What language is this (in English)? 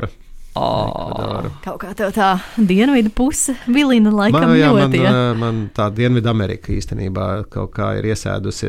Latvian